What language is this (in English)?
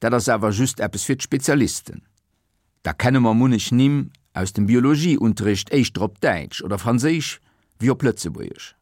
Luxembourgish